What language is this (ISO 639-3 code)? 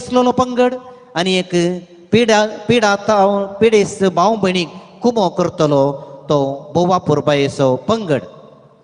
kok